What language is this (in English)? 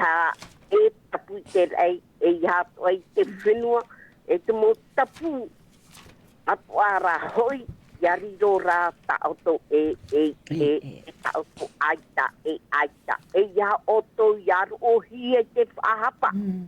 Tahitian